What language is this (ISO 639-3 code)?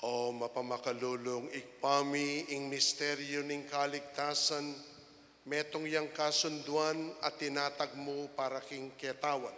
pam